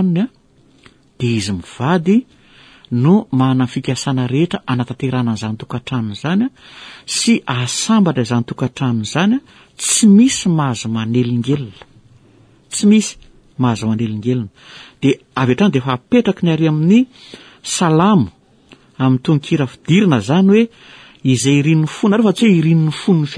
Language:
Malagasy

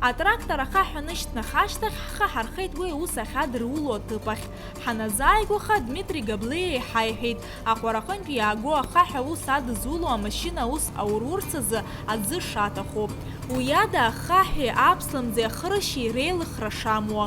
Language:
Abkhazian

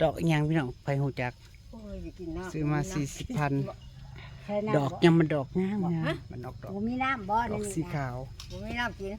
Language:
Northeastern Thai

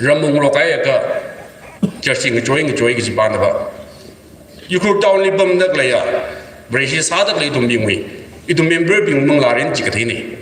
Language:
Tangkhul Naga (India)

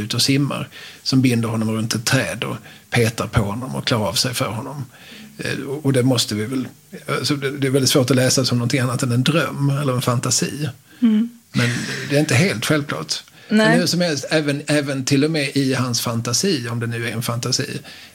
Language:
Swedish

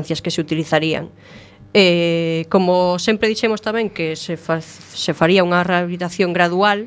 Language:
Galician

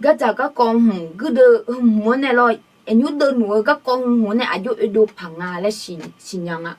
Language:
Akha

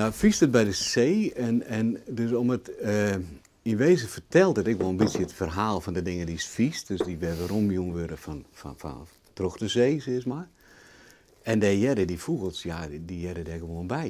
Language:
Western Frisian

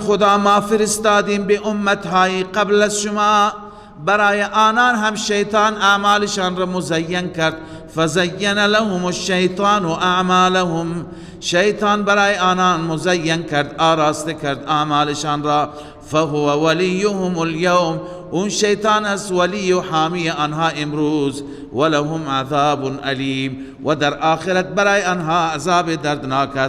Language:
Persian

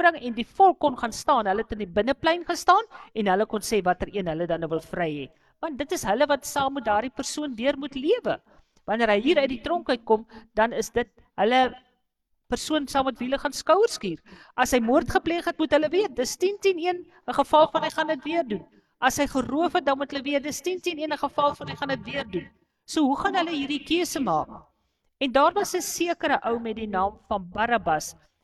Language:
Afrikaans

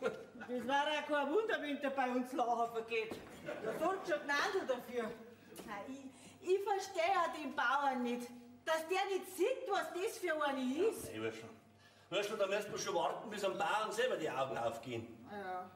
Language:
Bavarian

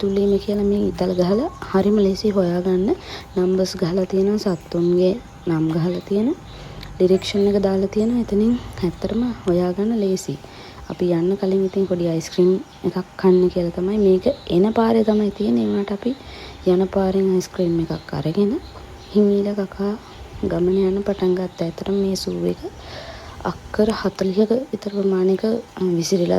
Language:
Sinhala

